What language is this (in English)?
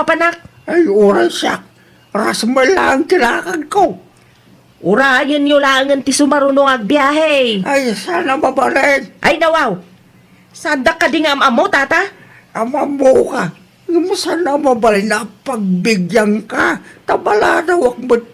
Iloko